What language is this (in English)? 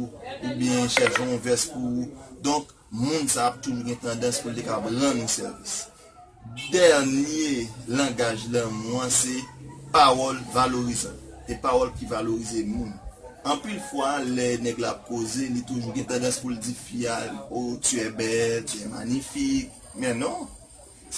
Haitian Creole